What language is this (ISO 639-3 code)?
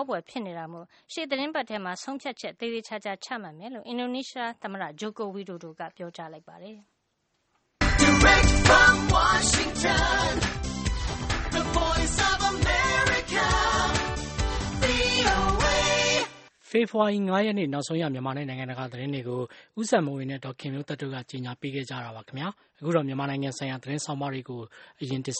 mya